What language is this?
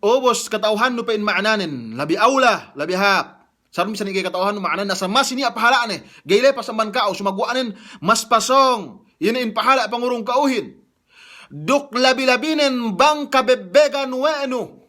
Yakan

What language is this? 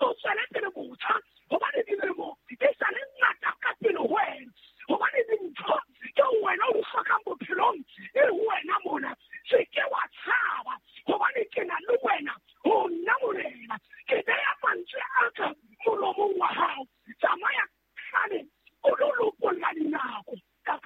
Southern Sotho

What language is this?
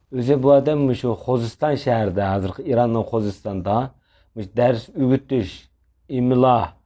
Uyghur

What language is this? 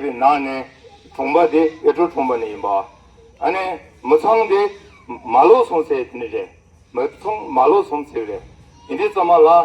Tibetan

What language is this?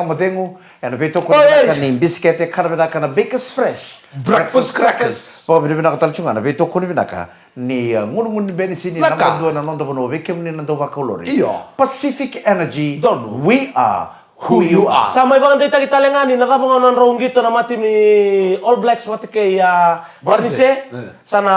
Fijian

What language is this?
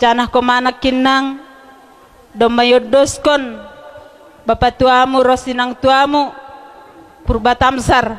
Batak Toba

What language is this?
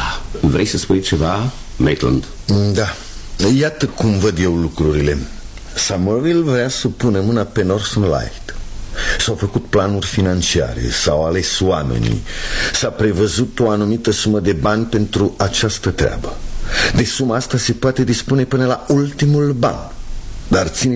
Romanian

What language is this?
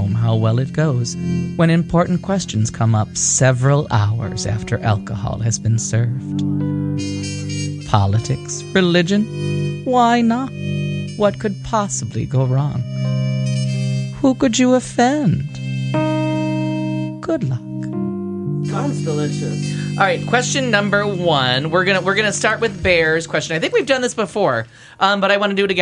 English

